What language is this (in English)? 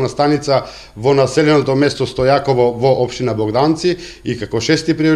Macedonian